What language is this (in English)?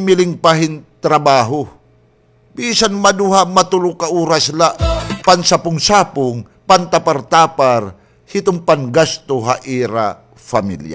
Waray